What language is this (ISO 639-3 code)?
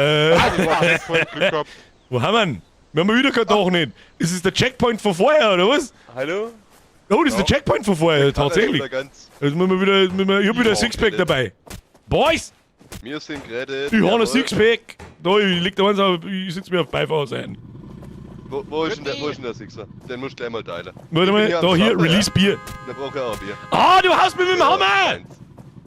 bar